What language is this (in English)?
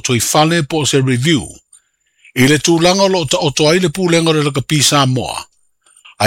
Samoan